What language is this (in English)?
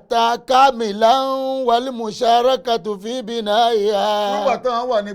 Yoruba